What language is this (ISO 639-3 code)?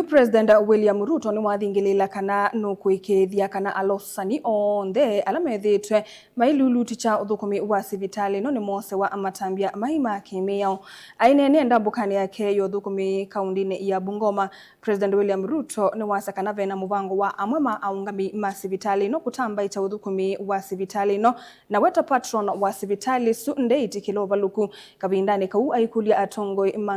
kam